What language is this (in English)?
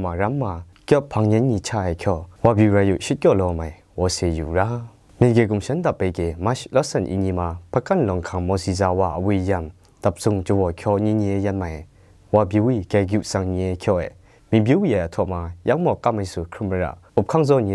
Kachin